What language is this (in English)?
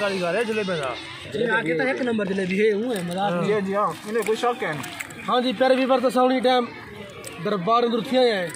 Saraiki